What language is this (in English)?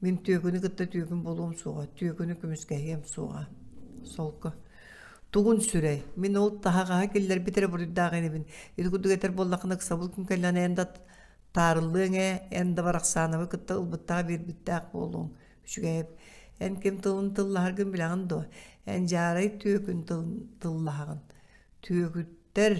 Yakut